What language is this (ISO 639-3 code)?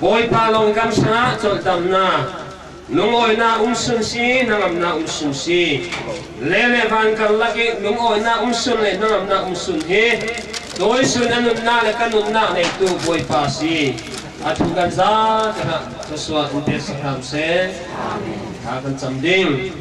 cnh